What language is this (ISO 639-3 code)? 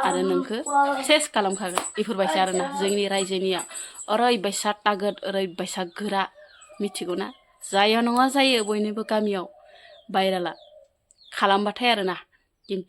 brx